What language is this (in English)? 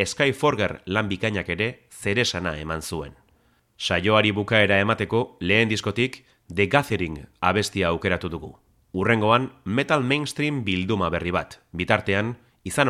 Basque